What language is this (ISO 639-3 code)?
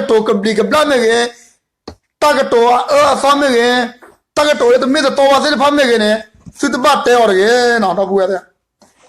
ksw